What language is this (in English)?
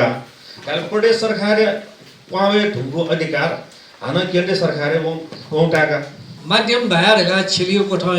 Newari